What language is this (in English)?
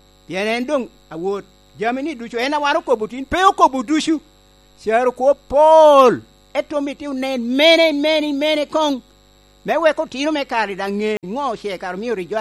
Lango (Uganda)